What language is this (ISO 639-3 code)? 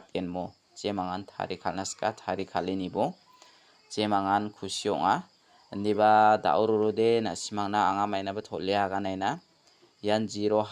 grt